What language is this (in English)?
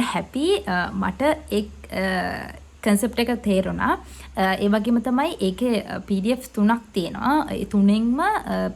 Sinhala